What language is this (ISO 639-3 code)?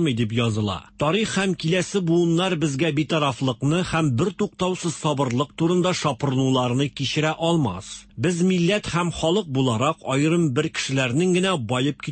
tat